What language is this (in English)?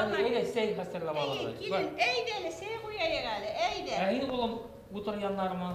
Bashkir